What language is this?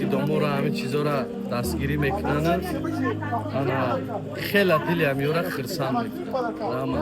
Tajik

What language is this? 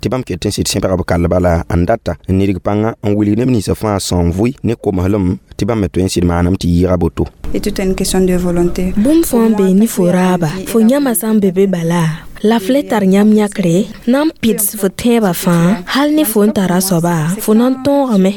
Mossi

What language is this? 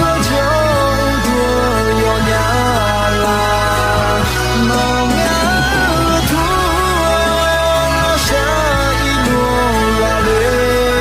Akha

